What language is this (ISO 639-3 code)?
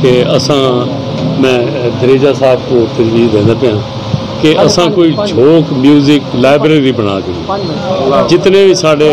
skr